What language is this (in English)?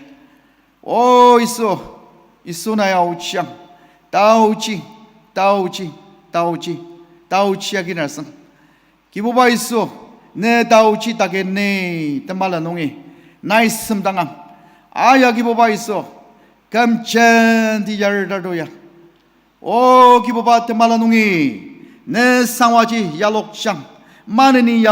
Ao Naga